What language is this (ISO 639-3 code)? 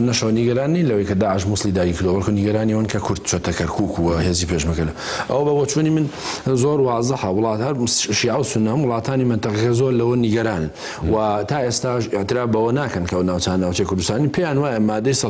ckb